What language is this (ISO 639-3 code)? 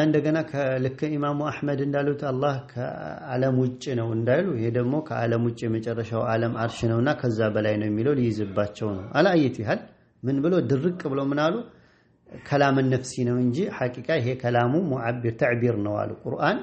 amh